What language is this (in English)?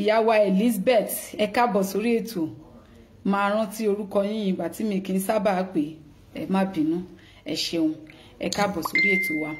Yoruba